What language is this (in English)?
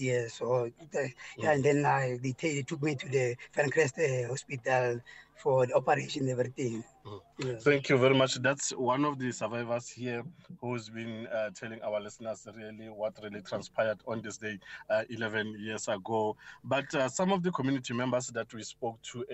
English